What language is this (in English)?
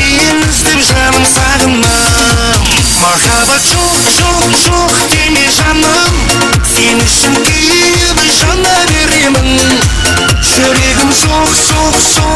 Kara-Kalpak